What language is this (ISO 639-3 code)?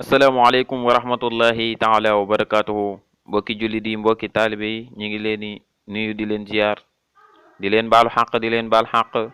wol